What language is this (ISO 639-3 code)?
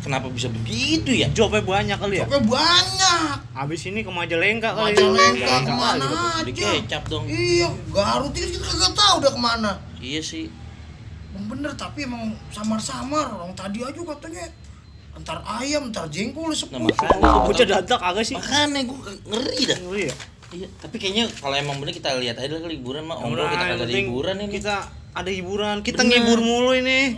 bew